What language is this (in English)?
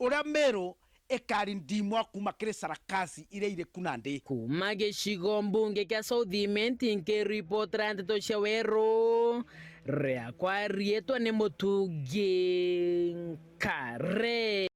Meru